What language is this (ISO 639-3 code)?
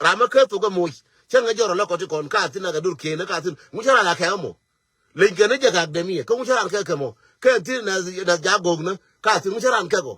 nus